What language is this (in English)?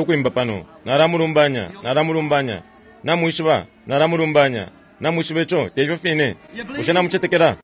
Bemba